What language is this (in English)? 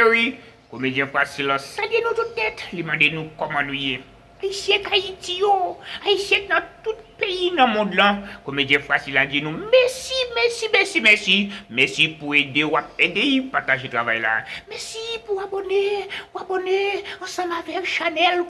Haitian Creole